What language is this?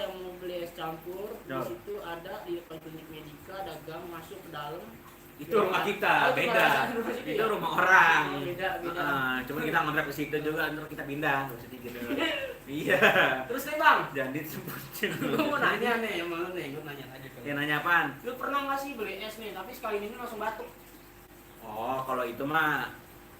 Betawi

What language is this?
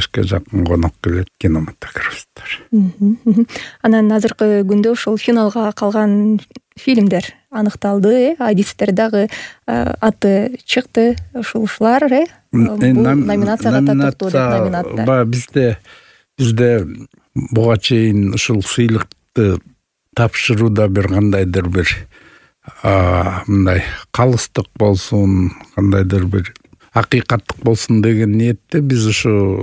Kyrgyz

